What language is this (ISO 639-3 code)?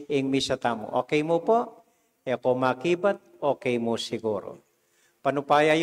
pam